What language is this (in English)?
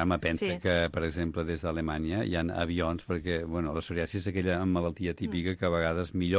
Catalan